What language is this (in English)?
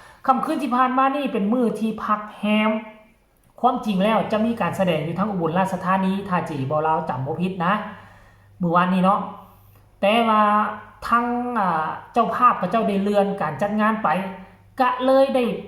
Northeastern Thai